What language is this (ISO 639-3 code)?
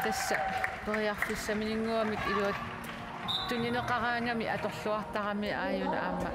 kal